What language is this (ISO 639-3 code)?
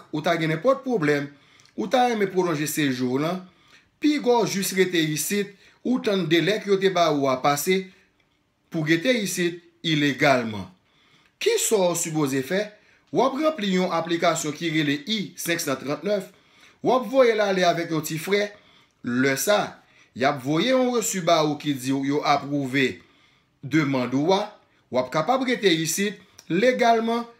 hat